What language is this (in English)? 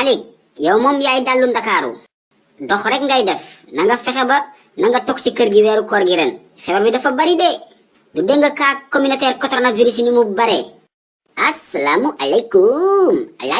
Wolof